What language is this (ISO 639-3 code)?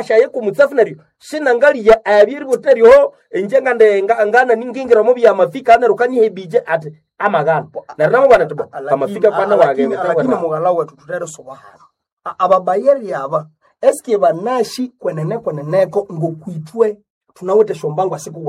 nnb